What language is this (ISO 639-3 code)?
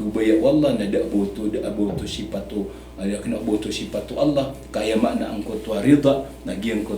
mrw